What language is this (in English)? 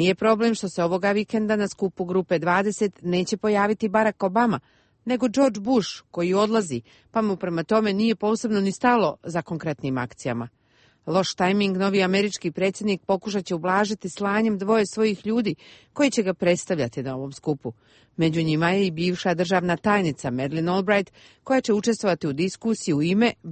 Croatian